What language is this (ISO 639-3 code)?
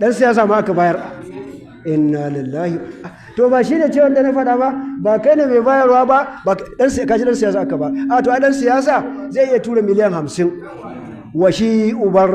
hau